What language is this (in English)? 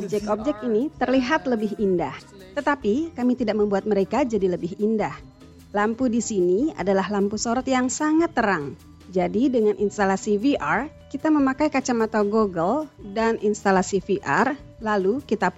Indonesian